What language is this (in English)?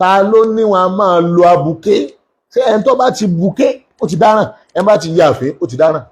Yoruba